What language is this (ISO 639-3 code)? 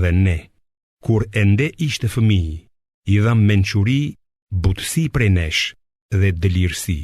sqi